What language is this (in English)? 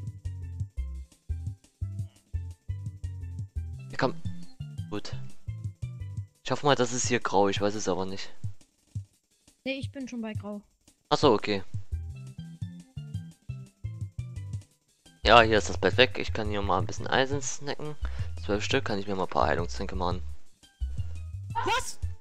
German